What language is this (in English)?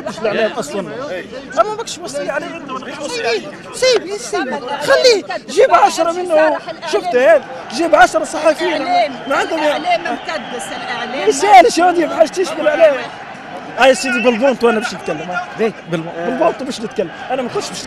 Tunisian Arabic